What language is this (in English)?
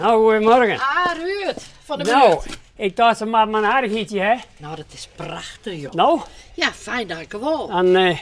Western Frisian